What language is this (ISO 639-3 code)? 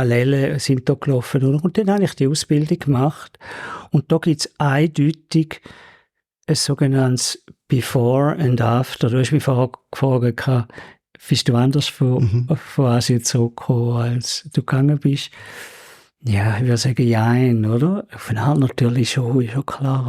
gsw